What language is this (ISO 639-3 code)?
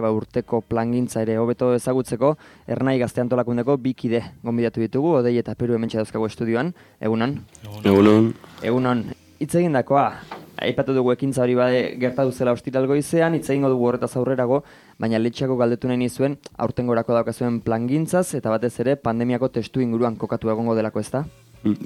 eus